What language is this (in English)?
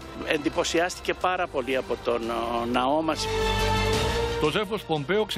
Greek